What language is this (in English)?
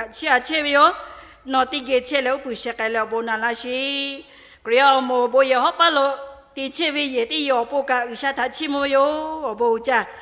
Lahu